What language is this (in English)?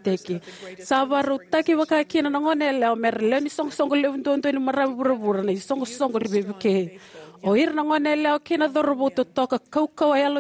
Fijian